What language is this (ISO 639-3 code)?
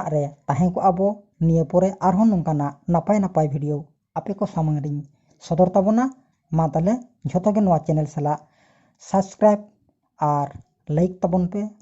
sat